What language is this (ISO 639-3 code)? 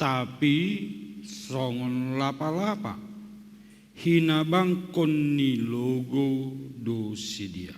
bts